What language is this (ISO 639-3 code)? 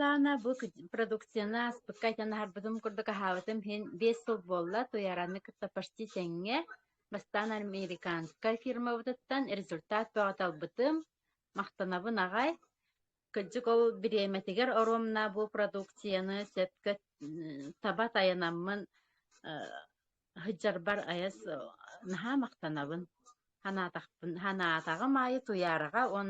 sah